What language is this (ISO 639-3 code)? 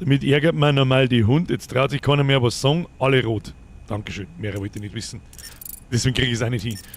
bar